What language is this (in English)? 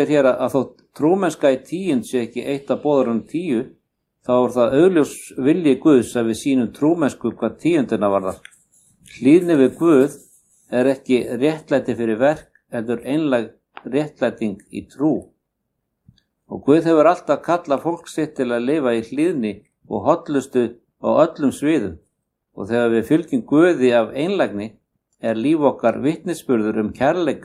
Icelandic